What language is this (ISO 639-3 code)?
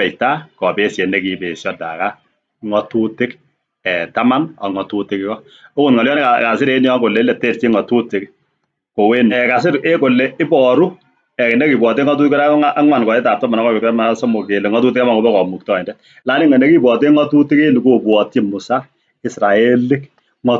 kln